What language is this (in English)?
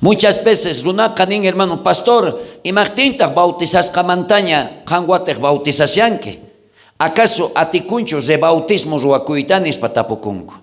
South Bolivian Quechua